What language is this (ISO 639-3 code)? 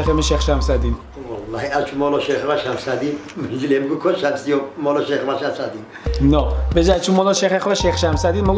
kur